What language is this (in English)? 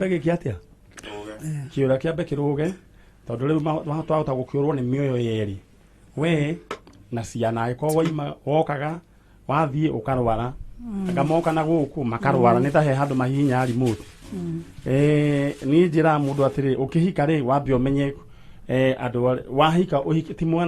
Kikuyu